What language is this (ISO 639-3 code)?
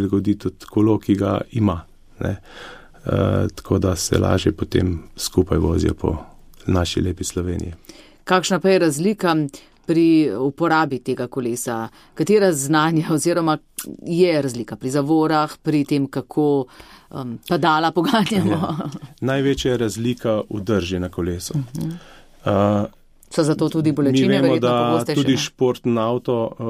slv